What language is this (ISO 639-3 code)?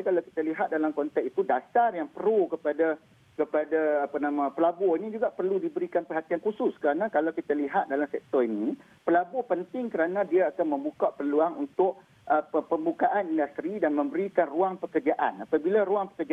msa